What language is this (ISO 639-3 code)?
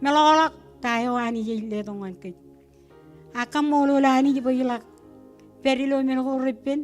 mah